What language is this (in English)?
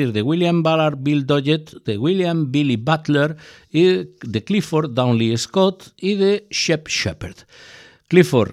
Galician